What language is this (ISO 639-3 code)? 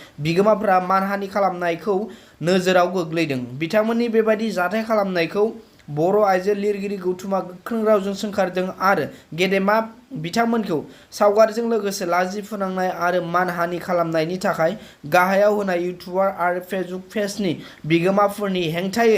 brx